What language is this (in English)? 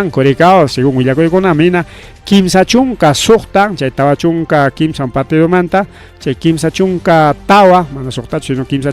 Ayacucho Quechua